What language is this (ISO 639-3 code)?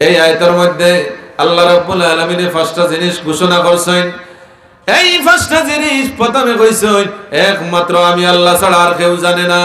syl